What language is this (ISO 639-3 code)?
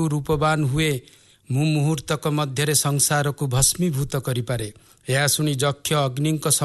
ori